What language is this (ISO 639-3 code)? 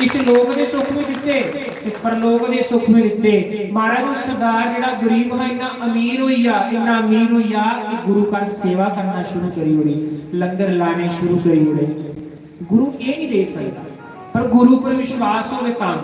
doi